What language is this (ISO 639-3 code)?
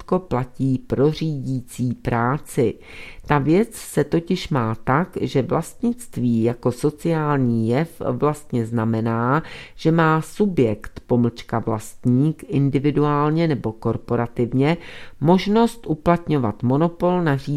ces